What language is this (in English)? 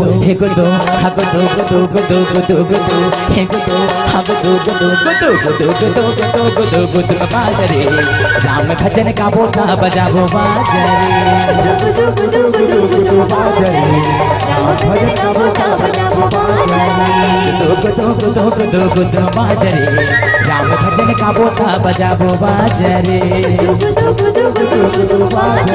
Chhattisgarhi